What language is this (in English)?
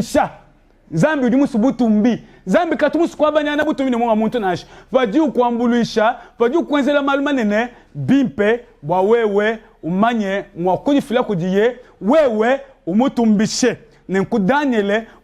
Luba-Lulua